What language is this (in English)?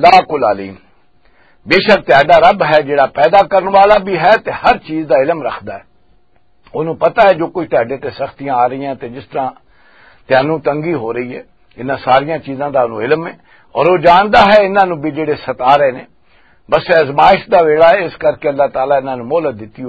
Western Panjabi